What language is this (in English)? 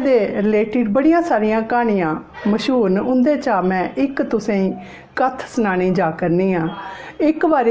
Dogri